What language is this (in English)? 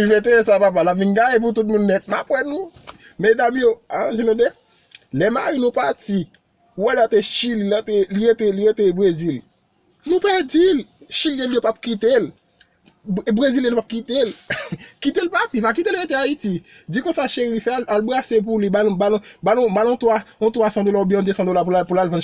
Haitian Creole